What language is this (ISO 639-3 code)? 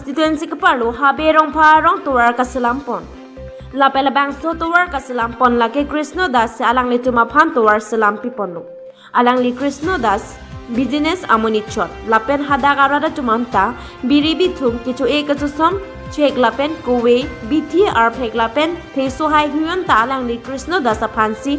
mjw